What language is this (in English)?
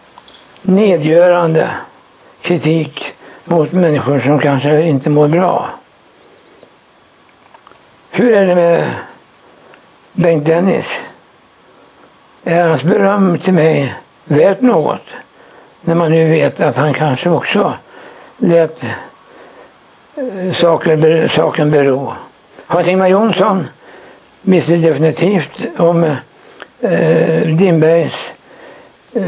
Swedish